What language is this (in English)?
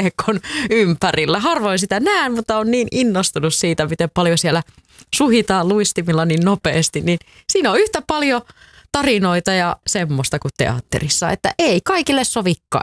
Finnish